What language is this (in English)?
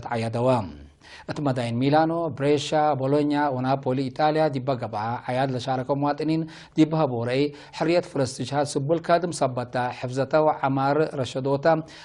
Tigre